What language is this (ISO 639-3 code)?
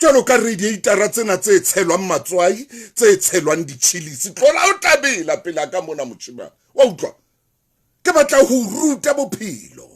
sot